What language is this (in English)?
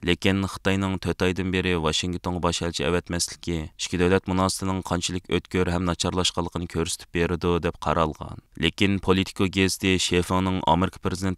Uyghur